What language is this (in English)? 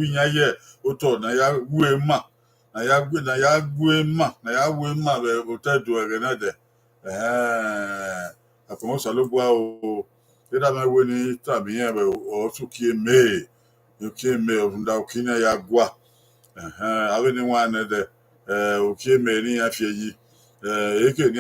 Bini